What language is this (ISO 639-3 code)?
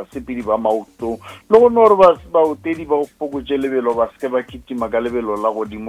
nso